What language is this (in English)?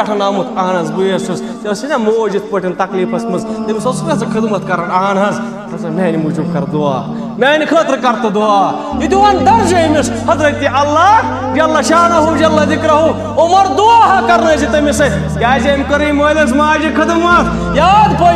Kashmiri